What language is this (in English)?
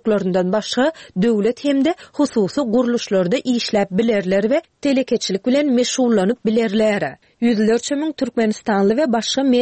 Turkmen